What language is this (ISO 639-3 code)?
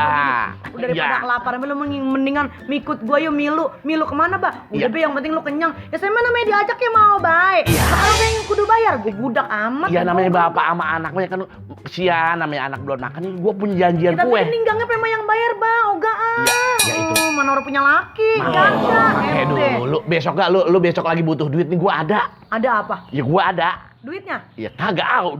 bew